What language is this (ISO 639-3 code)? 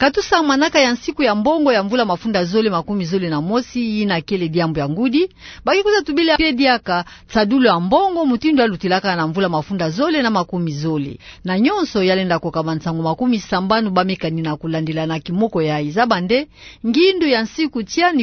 ktu